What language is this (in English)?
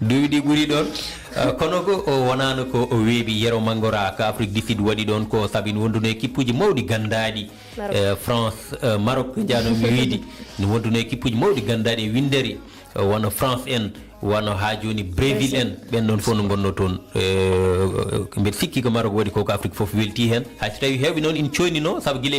Fula